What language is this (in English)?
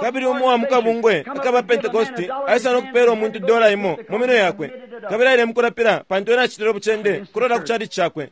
Bemba